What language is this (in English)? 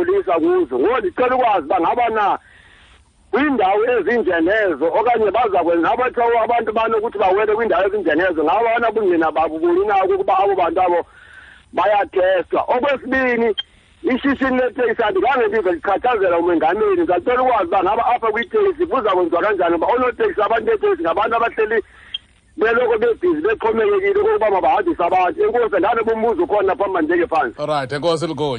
Xhosa